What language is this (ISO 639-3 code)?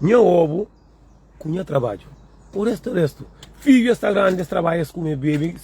kea